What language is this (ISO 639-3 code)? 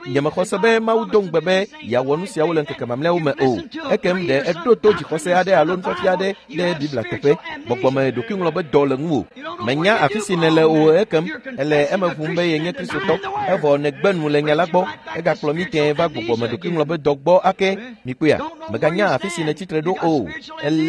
ewe